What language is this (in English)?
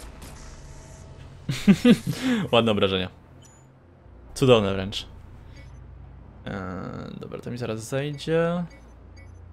Polish